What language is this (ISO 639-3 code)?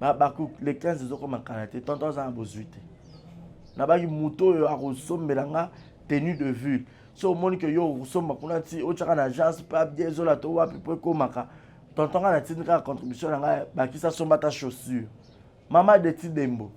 lin